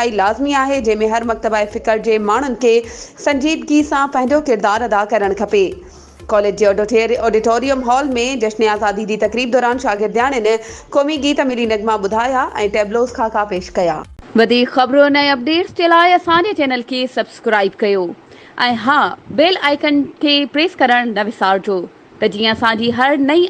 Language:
Sindhi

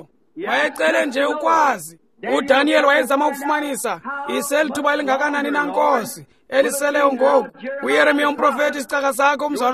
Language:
Xhosa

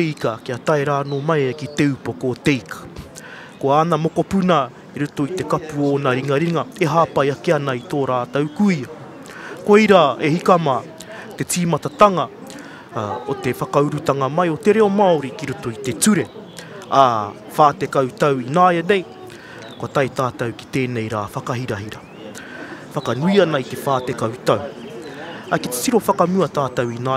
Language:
Māori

